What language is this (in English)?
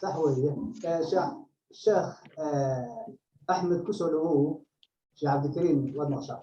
Somali